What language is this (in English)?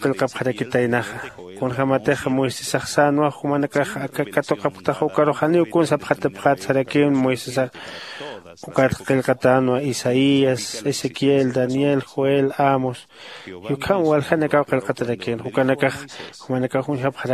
Aymara